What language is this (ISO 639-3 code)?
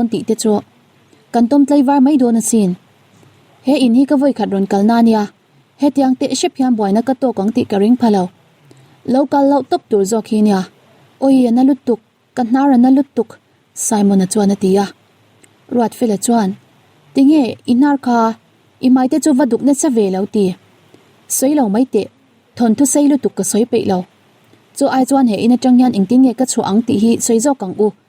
lus